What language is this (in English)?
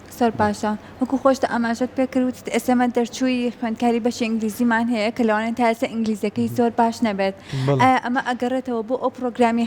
Central Kurdish